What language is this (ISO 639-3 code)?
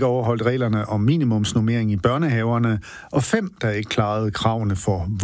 dan